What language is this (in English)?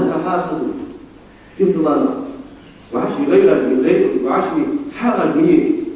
Ingush